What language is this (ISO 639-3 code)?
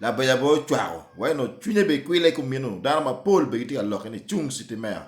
ach